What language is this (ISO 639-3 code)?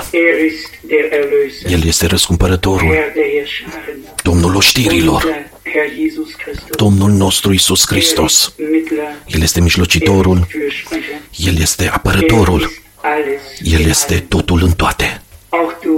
ron